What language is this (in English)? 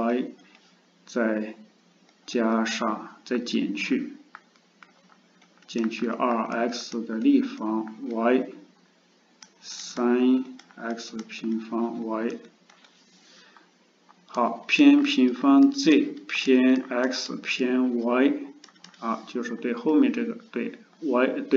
Chinese